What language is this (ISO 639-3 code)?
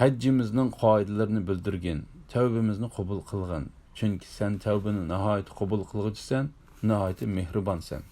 uig